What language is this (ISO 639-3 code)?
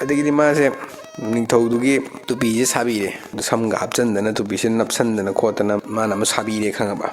mni